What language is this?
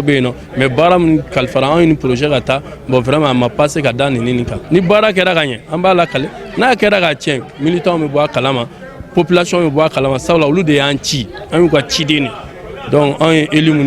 Bambara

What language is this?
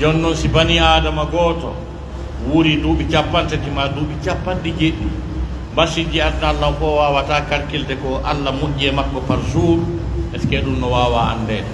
Pular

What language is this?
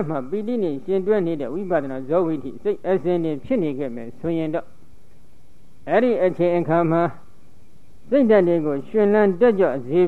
Burmese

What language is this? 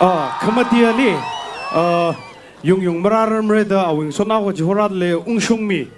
Tangkhul Naga (India)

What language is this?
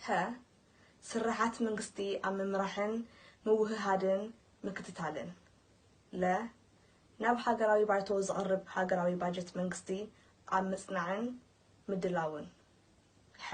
Tigrinya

